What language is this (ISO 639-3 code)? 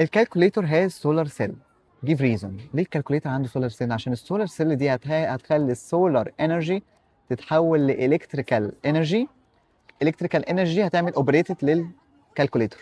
arz